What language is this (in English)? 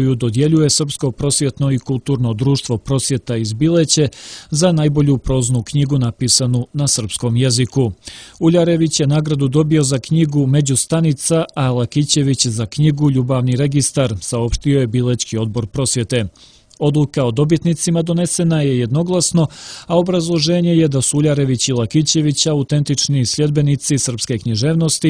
Serbian